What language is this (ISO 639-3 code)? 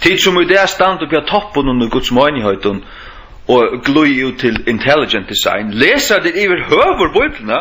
fao